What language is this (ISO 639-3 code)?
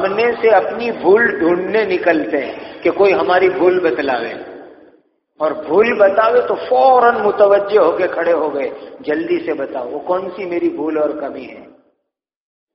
urd